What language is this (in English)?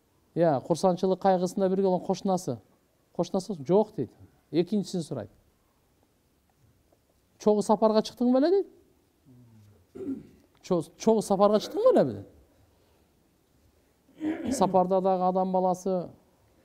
Kyrgyz